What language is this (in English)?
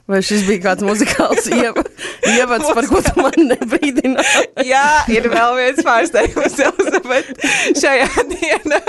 Latvian